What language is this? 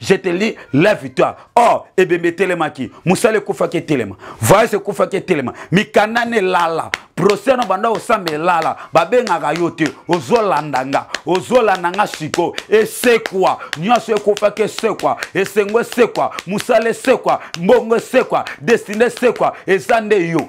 Lingala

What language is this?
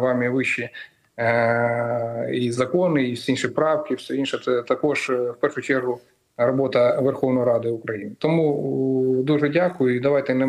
Ukrainian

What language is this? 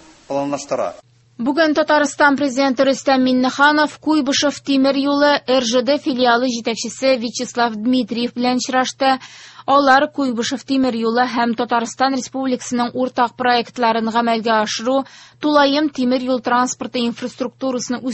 Tatar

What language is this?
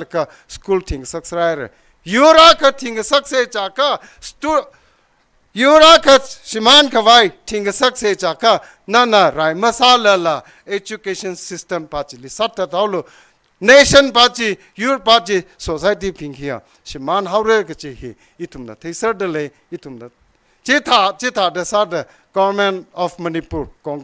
Tangkhul Naga (India)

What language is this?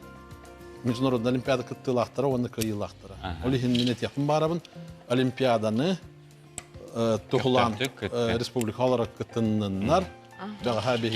Yakut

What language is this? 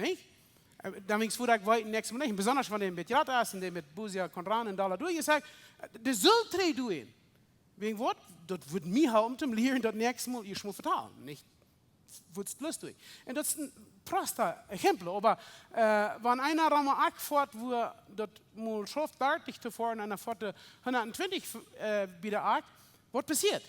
Plautdietsch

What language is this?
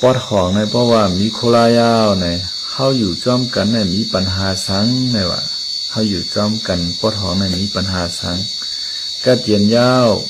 Shan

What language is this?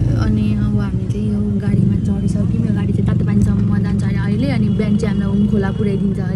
Nepali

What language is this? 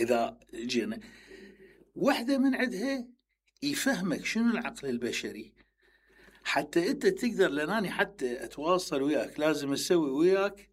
Mesopotamian Arabic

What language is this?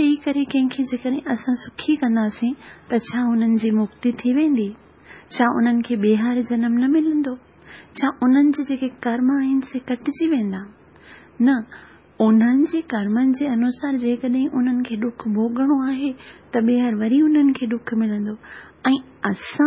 Sindhi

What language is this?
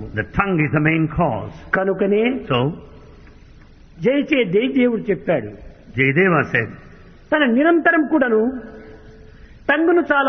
Telugu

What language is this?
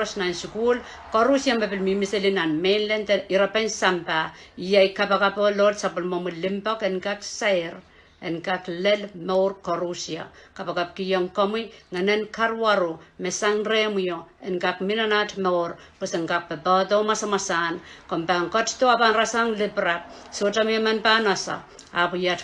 Pohnpeian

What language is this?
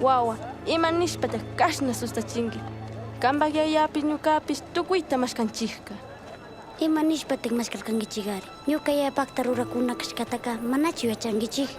Chimborazo Highland Quichua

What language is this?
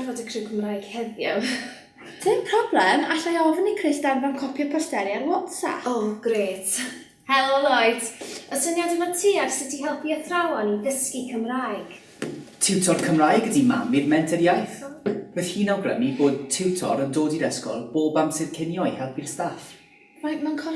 Welsh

